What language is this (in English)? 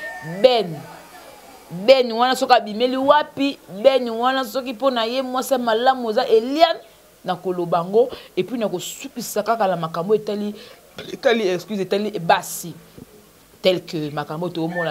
Lingala